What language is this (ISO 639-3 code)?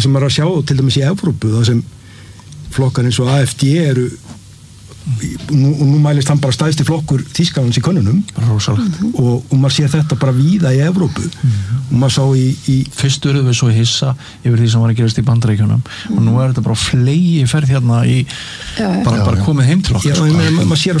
isl